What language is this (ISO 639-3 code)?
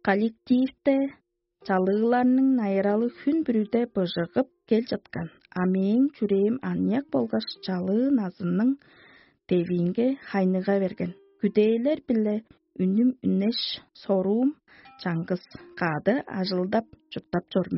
tyv